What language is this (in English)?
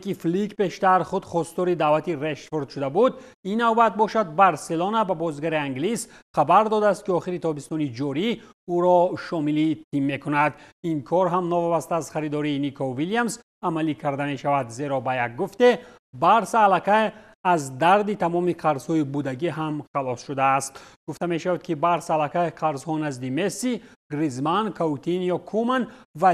Tajik